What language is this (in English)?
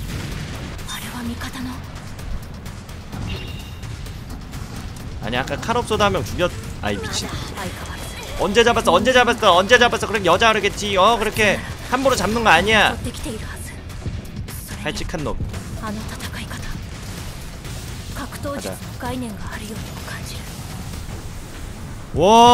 Korean